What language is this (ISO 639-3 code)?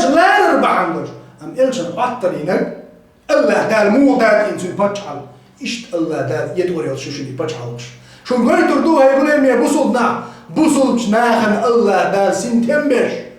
che